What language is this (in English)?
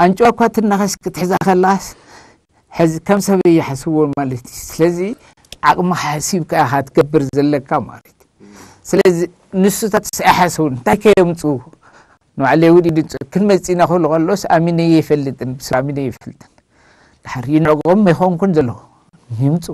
Tigrinya